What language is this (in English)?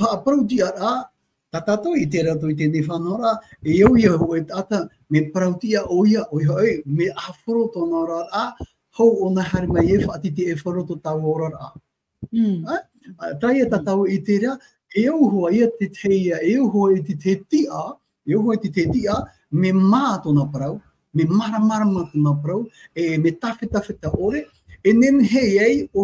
Tahitian